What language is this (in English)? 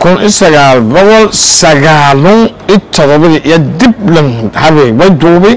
Somali